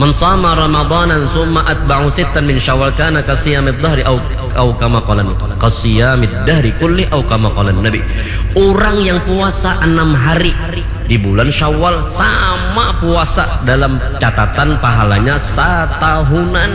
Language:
Banjar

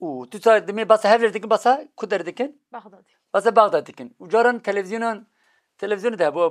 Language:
Kurdish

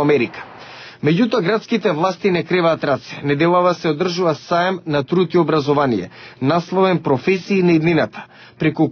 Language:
Macedonian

